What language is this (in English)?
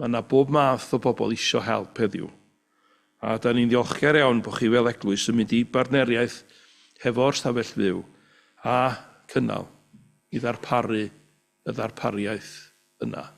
Welsh